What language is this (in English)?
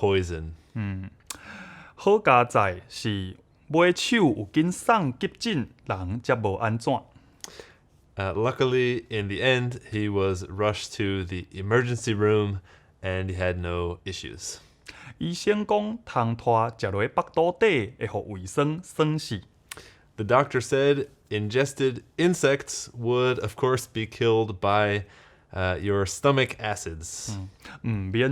Min Nan Chinese